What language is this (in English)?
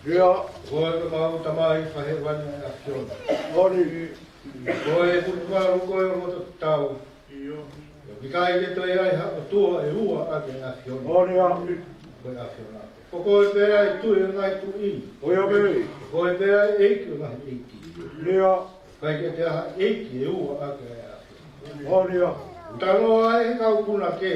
Tongan